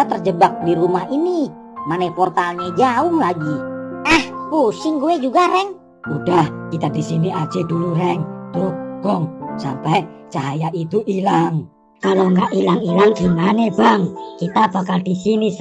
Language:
Betawi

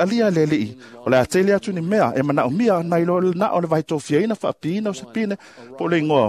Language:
Samoan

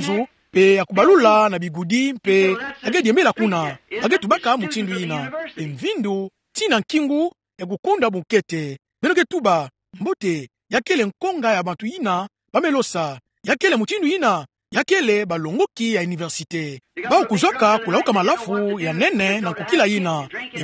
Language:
Kituba (Democratic Republic of Congo)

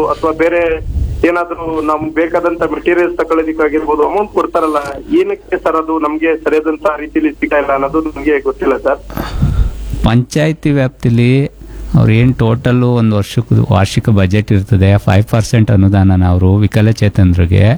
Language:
Kannada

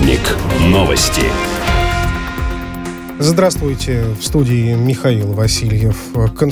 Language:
Russian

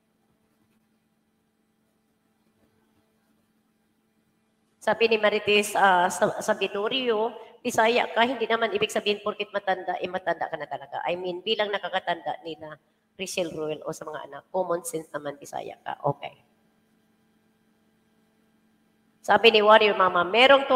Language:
Filipino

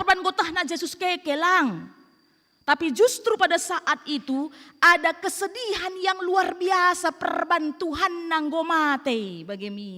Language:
Batak Karo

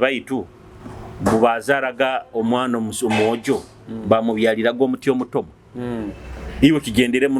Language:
Nyoro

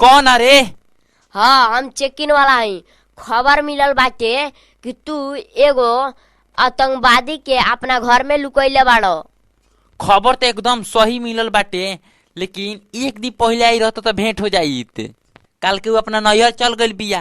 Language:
Bhojpuri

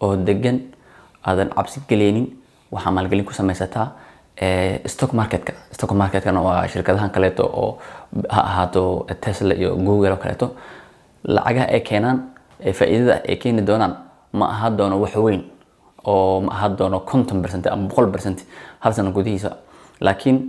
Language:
Somali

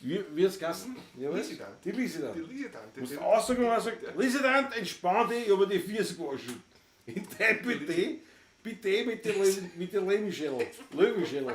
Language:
Bavarian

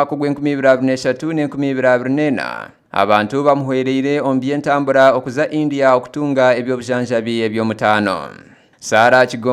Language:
Nyankole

